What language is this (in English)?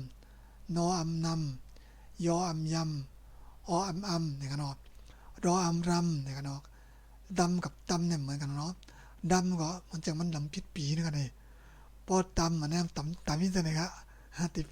Shan